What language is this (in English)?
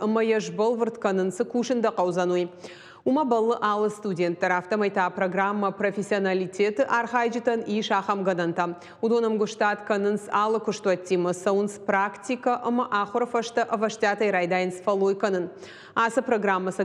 Ossetic